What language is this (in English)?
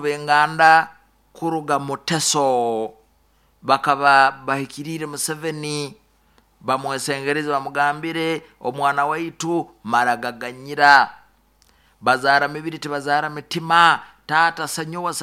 Nyoro